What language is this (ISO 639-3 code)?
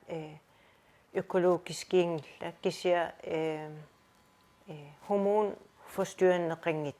kal